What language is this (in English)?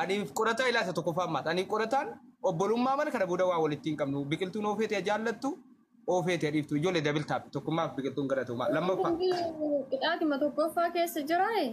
Oromo